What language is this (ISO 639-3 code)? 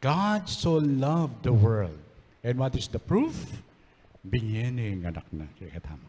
pam